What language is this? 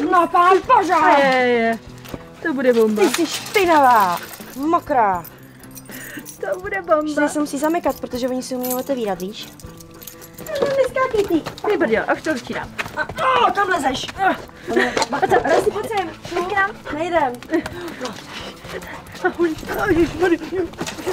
Czech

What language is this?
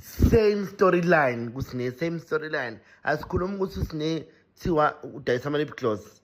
Zulu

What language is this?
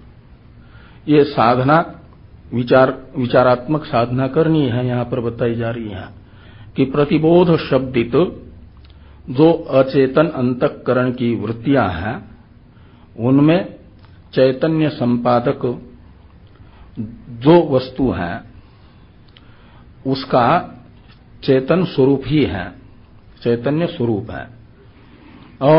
Hindi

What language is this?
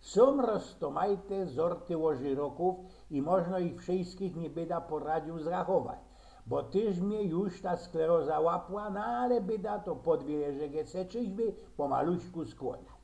Silesian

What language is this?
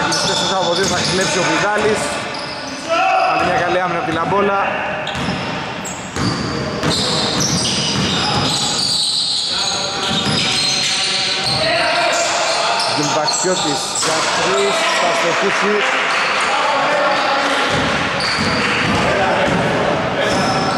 Greek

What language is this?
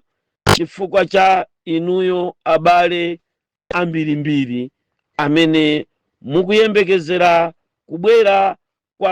Nyanja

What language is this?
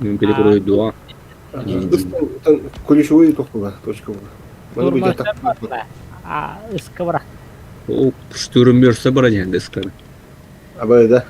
Yakut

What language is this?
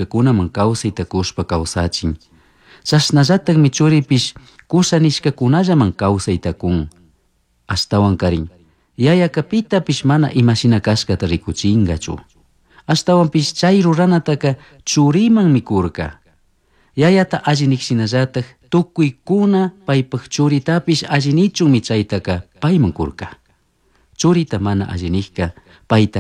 Chimborazo Highland Quichua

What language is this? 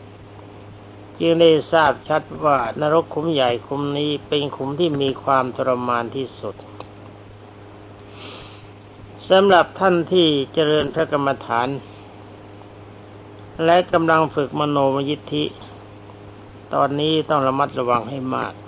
Thai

